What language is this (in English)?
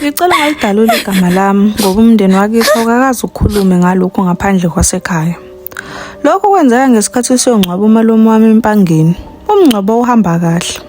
Zulu